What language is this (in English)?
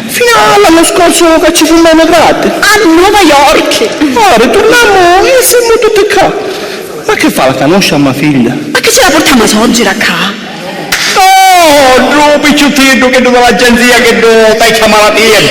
Sicilian